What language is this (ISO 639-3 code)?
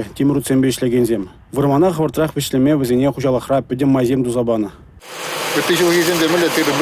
chv